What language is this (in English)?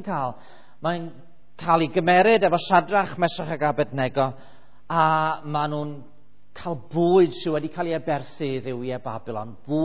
Welsh